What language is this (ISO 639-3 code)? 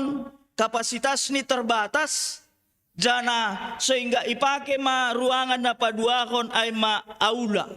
bts